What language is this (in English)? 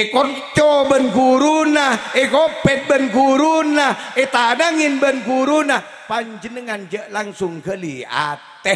Madurese